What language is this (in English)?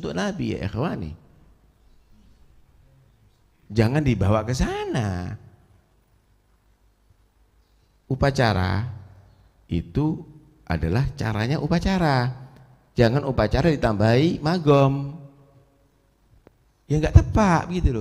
Indonesian